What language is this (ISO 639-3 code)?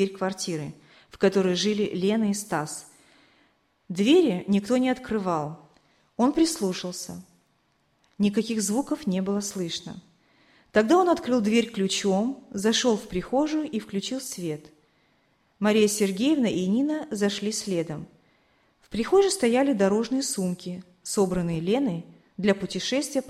rus